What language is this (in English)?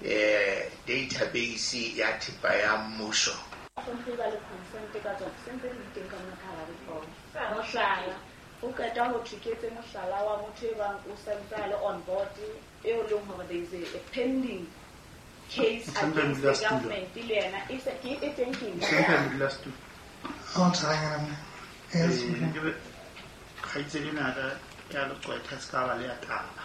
Southern Sotho